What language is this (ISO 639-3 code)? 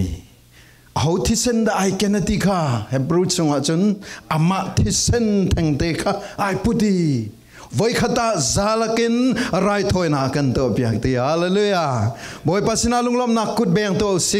cfm